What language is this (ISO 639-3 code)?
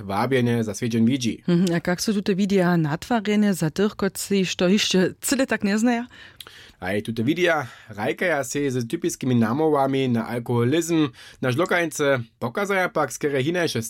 hsb